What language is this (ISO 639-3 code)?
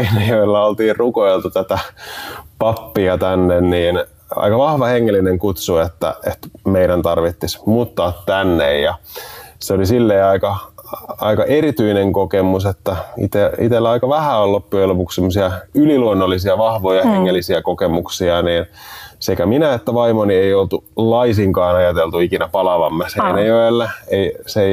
fin